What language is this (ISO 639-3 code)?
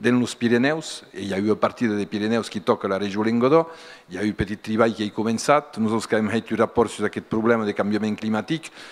oci